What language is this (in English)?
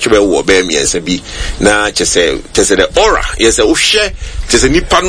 Akan